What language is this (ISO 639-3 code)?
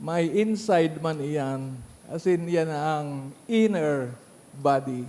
bik